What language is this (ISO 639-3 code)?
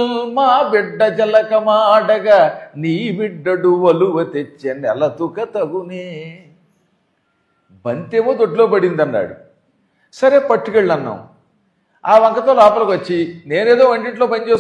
tel